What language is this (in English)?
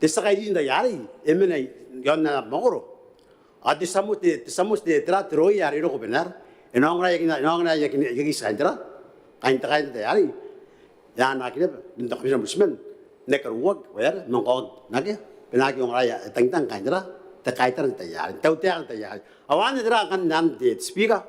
Gilbertese